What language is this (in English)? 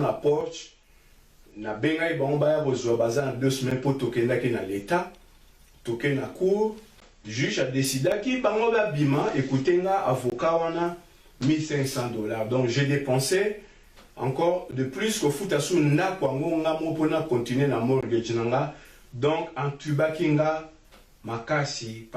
Lingala